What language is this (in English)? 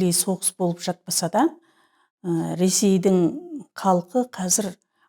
Kazakh